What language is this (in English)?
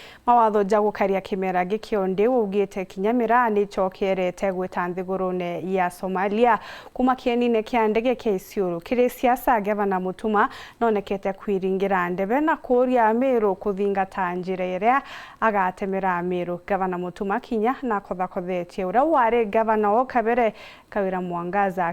Meru